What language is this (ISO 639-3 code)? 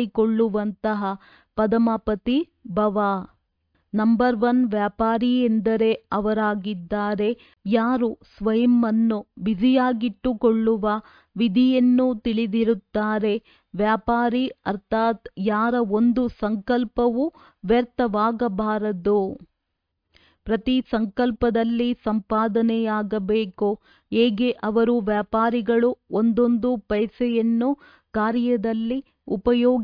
kan